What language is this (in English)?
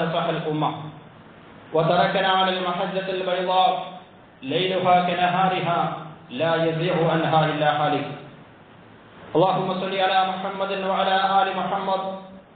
Malayalam